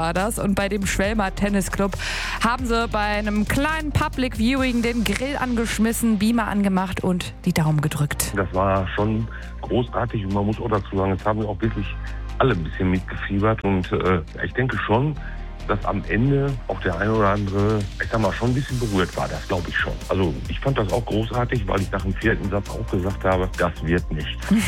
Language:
German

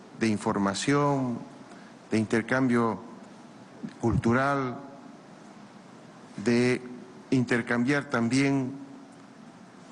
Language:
Spanish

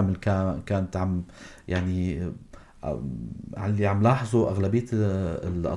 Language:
North Levantine Arabic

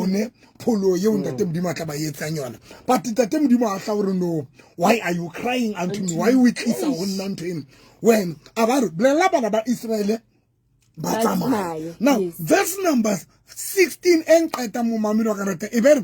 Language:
Southern Sotho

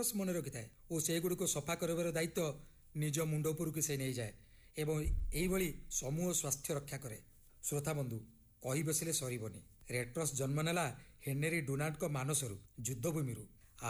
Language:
Odia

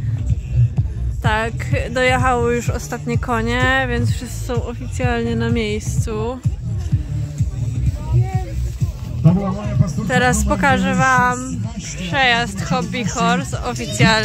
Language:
Polish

